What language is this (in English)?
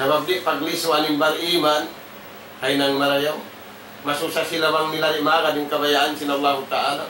Tausug